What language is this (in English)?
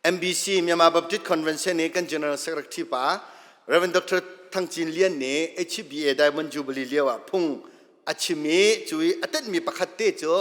Hakha Chin